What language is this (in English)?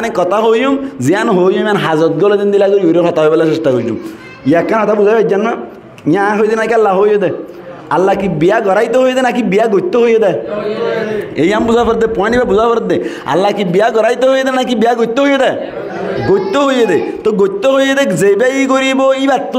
Rohingya